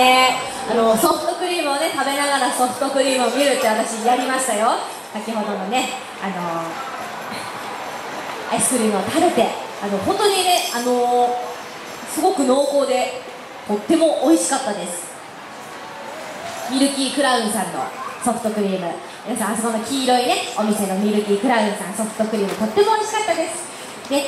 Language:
Japanese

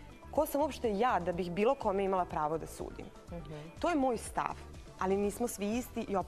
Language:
Serbian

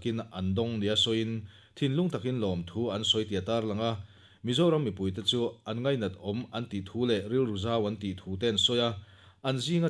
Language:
Mizo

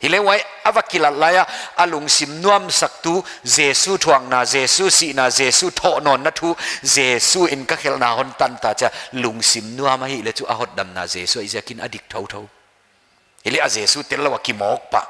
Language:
Paite Chin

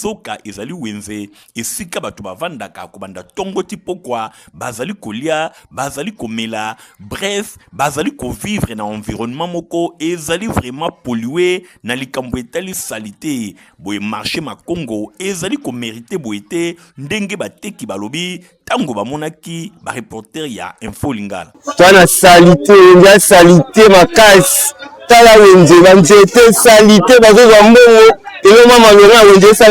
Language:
Lingala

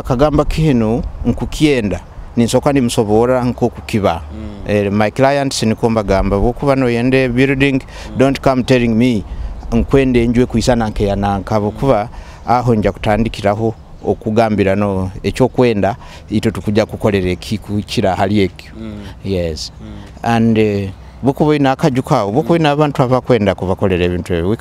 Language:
Nyoro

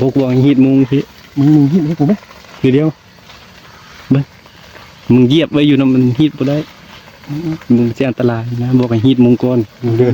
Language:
Northeastern Thai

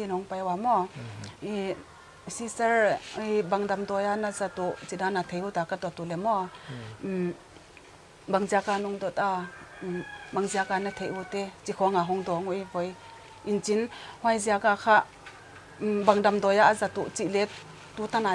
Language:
Paite Chin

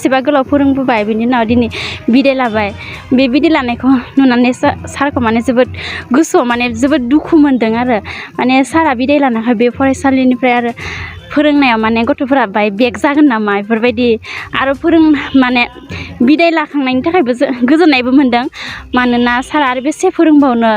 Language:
Bodo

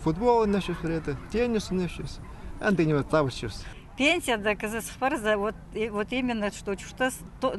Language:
Khakas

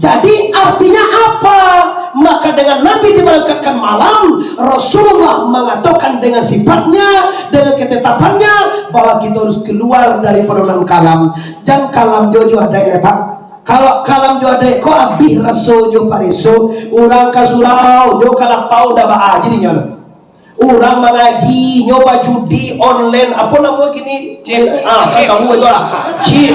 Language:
Minangkabau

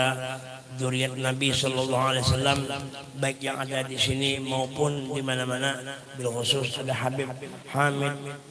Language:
Banjar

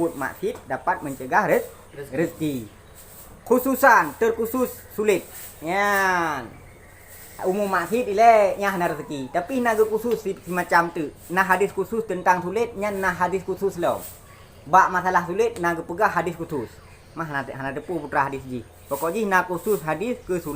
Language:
Achinese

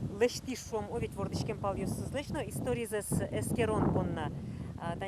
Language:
Udmurt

